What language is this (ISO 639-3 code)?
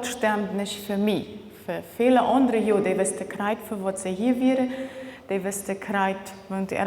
pdt